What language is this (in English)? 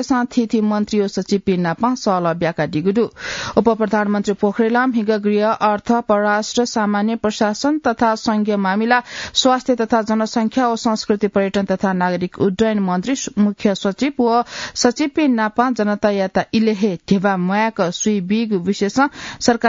Newari